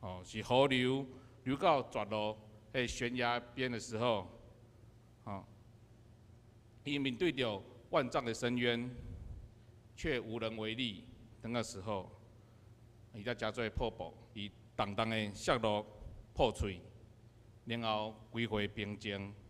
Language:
Min Nan Chinese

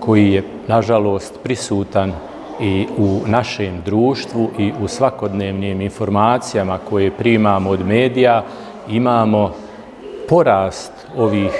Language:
Bosnian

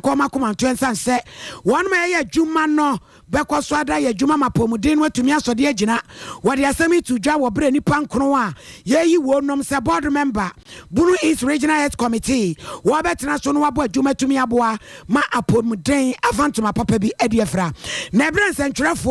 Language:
Akan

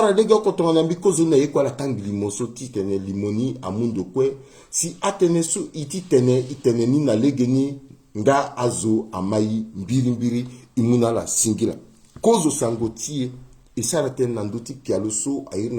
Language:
Sango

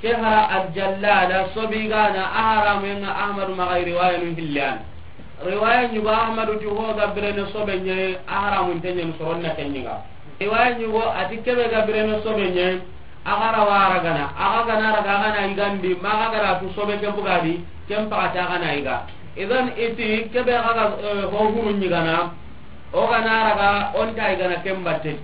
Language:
Soninke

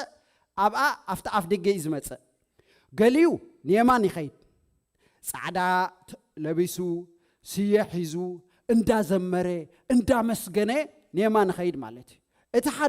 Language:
Tigrinya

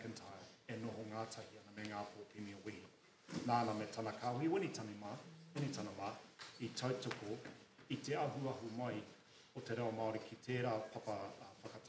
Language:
Māori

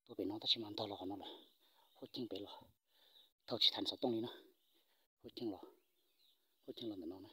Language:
Hmong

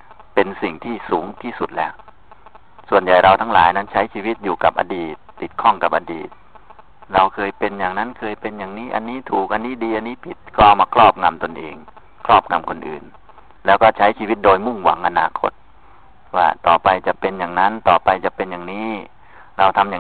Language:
Thai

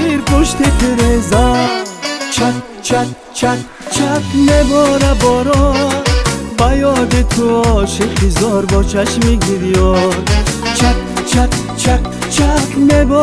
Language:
Tajik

